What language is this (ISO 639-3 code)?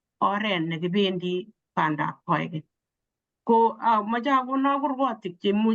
kln